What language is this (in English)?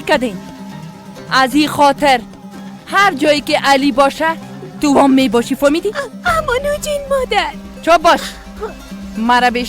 Persian